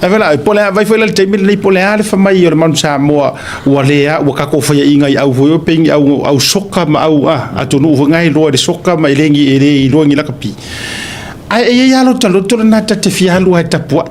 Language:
Samoan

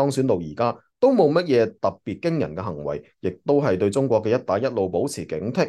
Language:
Cantonese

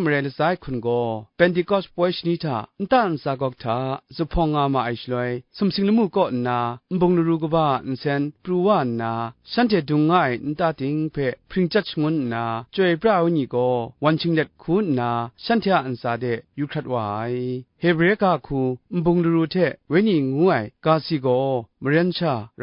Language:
Kachin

